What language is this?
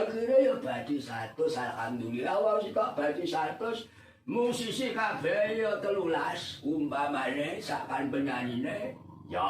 Javanese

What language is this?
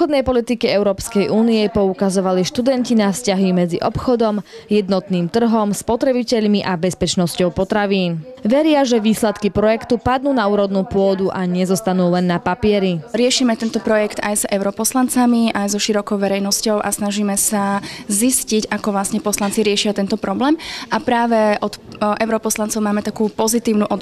Slovak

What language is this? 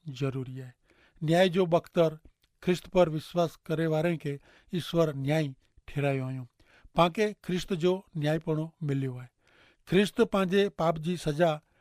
Kachhi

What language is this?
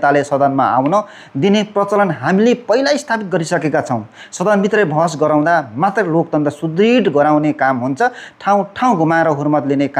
Nepali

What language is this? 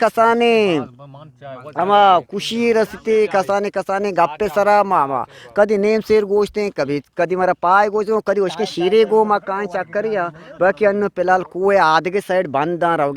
Eastern Balochi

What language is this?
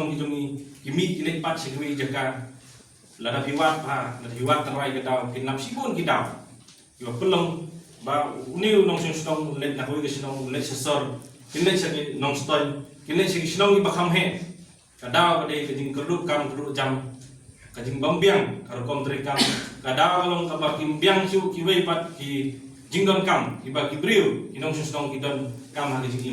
Khasi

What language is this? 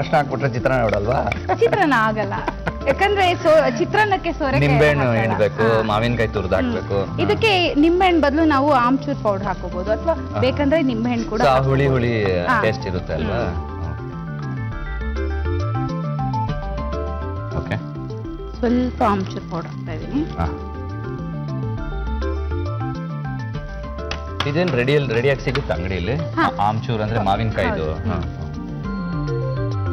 Kannada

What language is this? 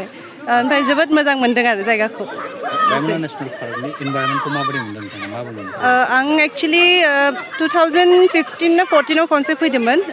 Bodo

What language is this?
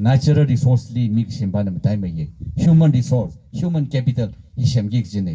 Tangkhul Naga (India)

